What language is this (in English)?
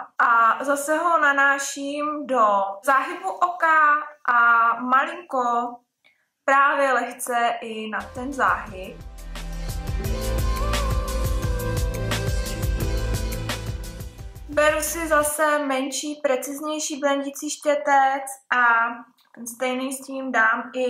Czech